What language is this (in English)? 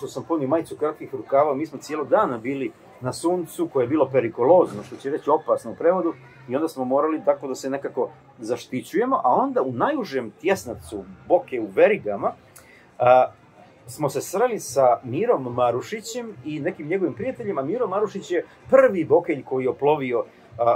Serbian